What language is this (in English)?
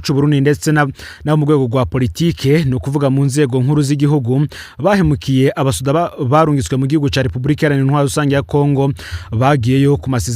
Rundi